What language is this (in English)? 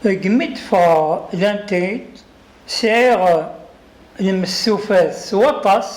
Kabyle